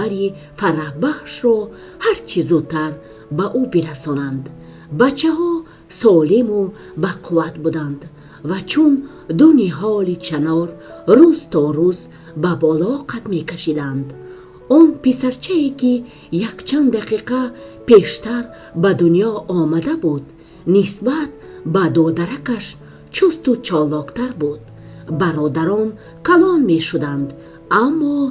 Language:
Tajik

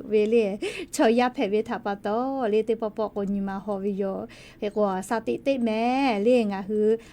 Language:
Lahu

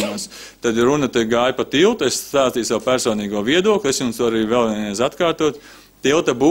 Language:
Latvian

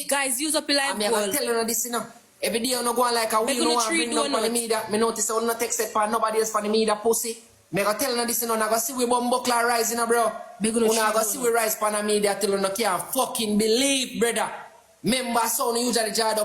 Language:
Jamaican Creole English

